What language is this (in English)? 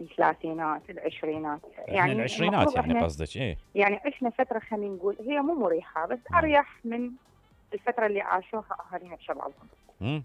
Mesopotamian Arabic